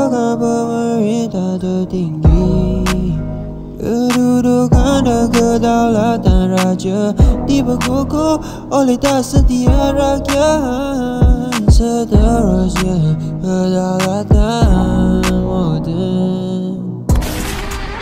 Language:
Malay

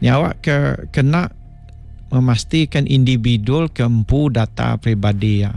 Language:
Iban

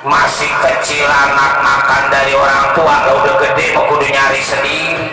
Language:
Betawi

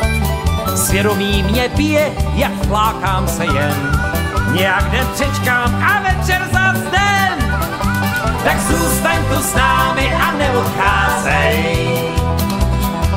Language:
Czech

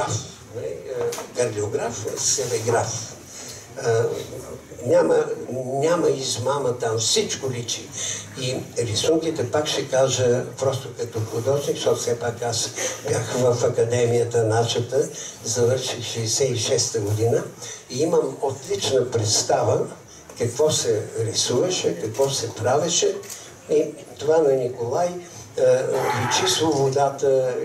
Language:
Bulgarian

